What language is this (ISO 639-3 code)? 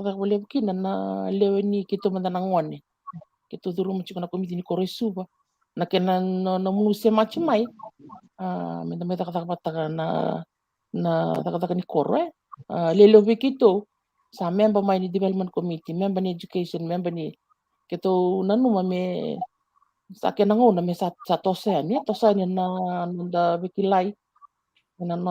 fij